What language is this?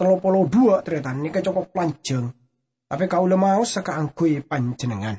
Madurese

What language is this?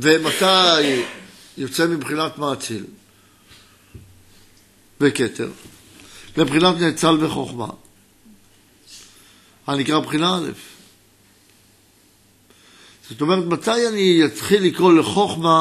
Hebrew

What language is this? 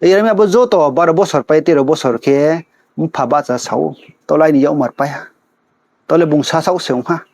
Riang (India)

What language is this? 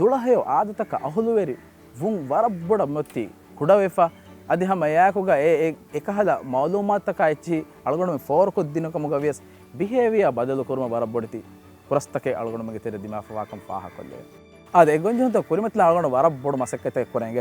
Divehi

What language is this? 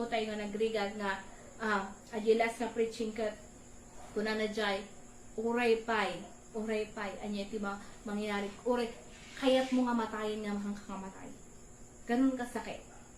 Iloko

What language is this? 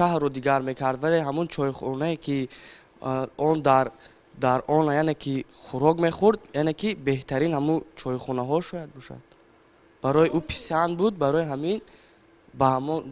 Tajik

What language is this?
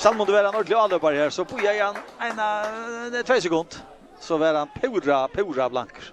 Faroese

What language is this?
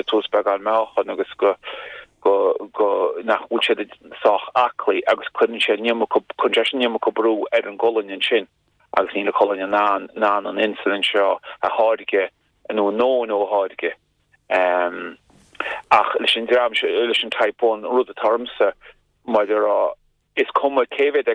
Irish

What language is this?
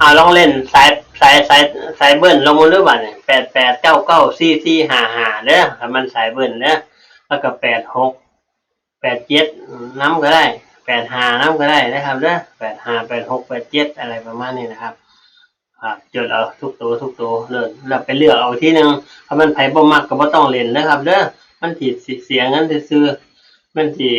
Northeastern Thai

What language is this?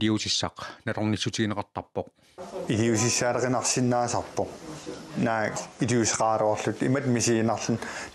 Kalaallisut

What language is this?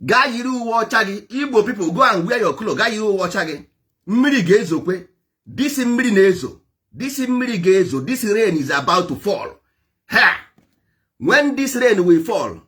Igbo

